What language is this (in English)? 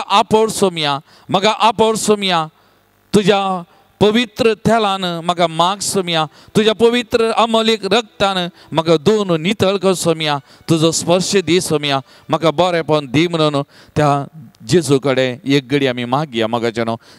Konkani